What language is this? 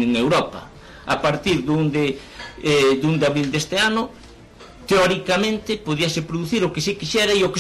Galician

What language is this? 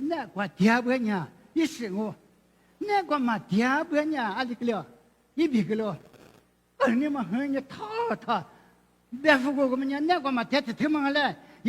Lisu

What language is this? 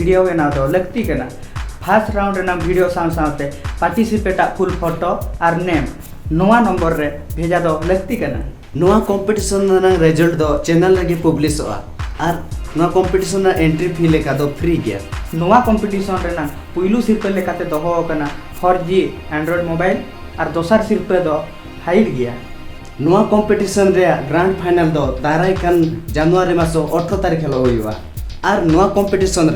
Santali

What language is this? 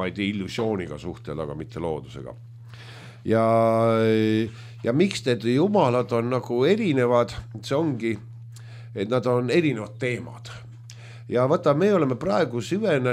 Estonian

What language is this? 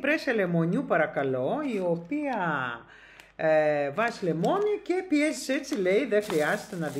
Greek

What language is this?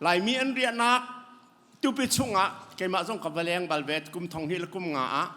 Hakha Chin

